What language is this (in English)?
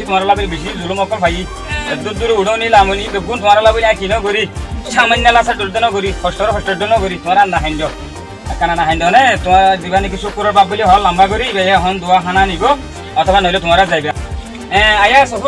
Rohingya